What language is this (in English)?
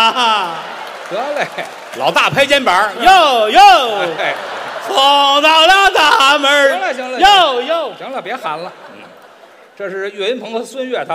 Chinese